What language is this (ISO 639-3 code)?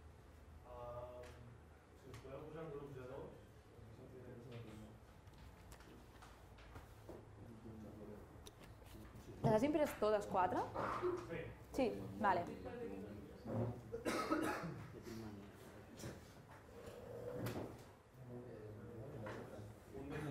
cat